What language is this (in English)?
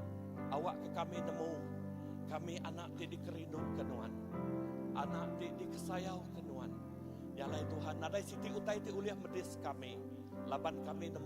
Iban